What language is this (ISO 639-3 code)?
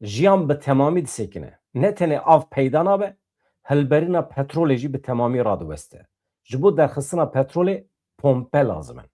kur